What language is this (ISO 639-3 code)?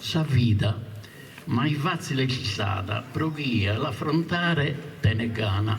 srd